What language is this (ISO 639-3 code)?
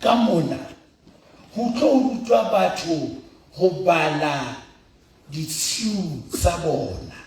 sot